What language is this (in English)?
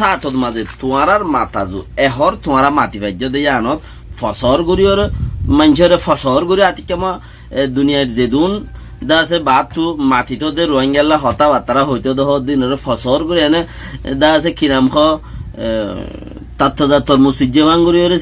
Rohingya